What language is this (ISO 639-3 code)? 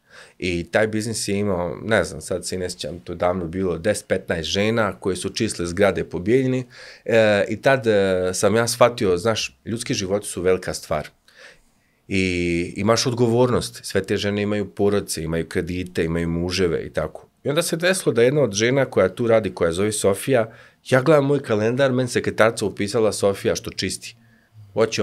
srp